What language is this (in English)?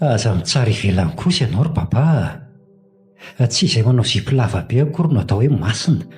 Malagasy